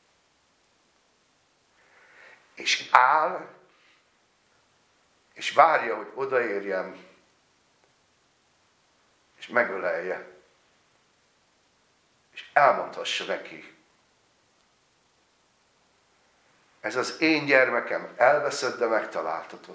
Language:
Hungarian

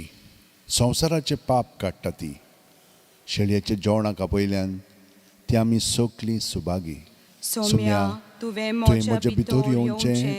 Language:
Konkani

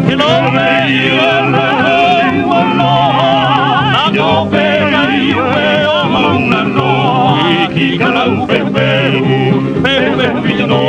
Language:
Hawaiian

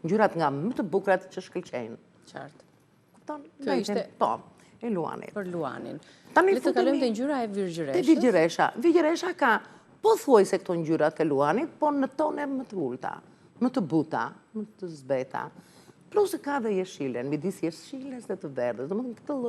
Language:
Albanian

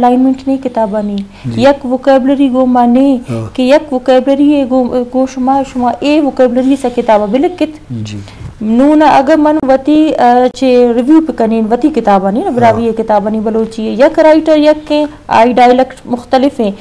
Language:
Eastern Balochi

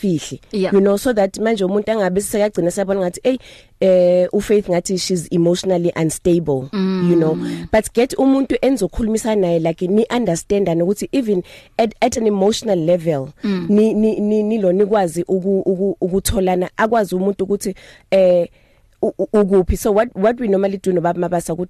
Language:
English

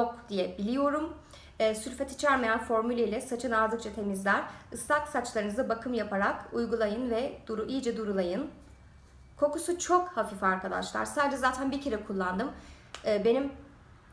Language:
Turkish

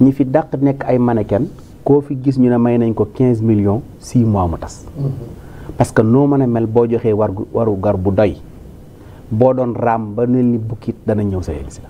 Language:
Wolof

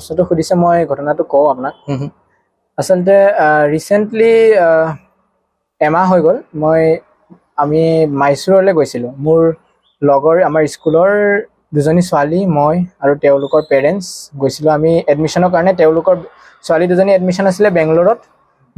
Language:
Assamese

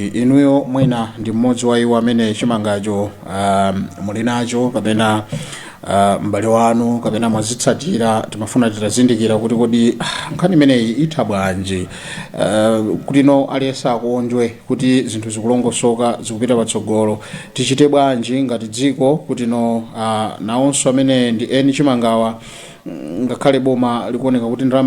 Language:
Nyanja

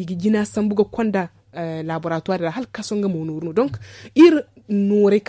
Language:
Zarma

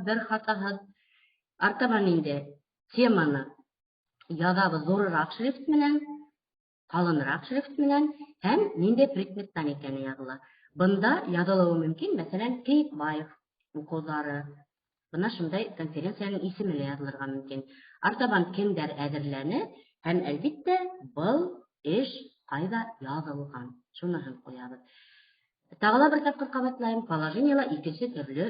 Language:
Bashkir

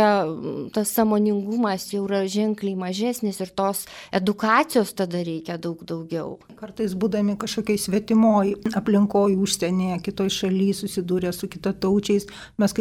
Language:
Lithuanian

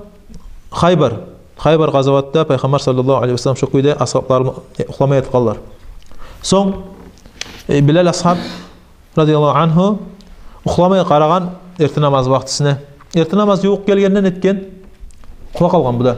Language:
Kumyk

